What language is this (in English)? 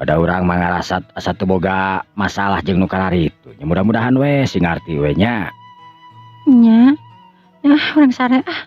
Sundanese